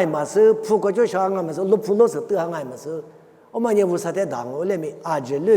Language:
Lisu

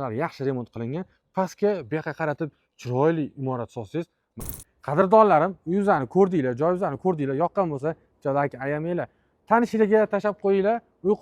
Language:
Uzbek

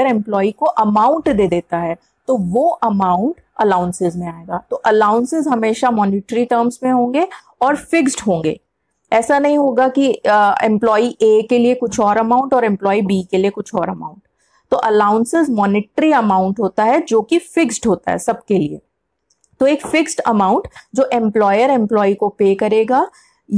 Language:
Hindi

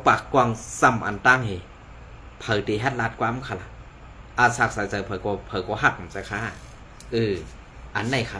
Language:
Shan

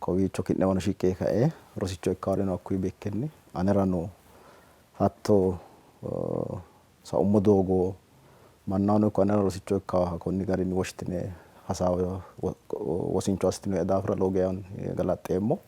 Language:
Sidamo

